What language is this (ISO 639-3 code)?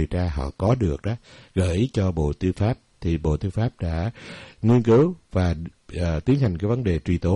vie